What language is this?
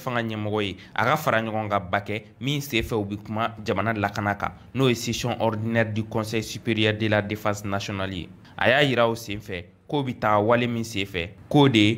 Bambara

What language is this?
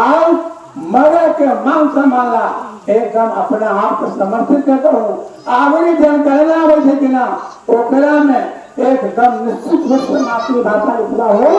Magahi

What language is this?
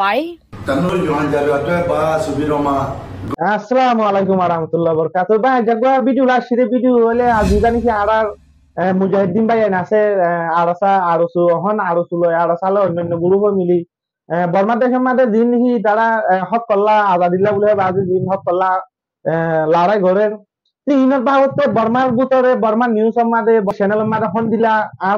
Rohingya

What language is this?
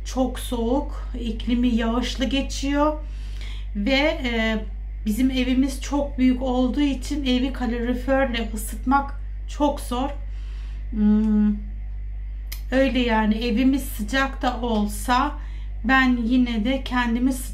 Turkish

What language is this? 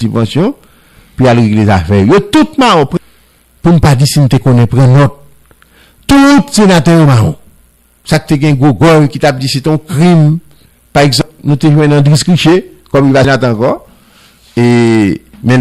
Haitian Creole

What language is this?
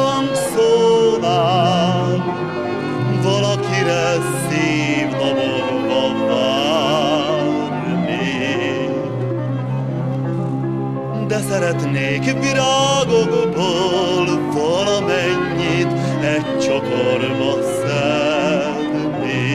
Hungarian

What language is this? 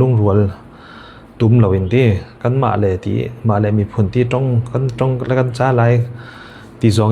Falam Chin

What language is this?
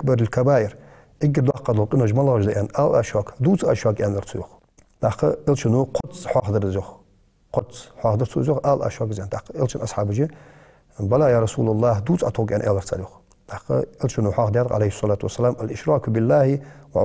Ingush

